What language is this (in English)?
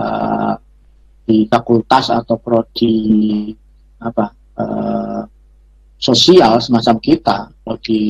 Indonesian